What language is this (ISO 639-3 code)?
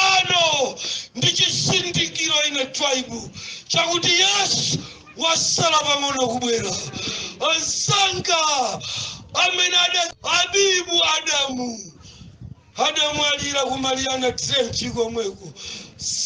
nya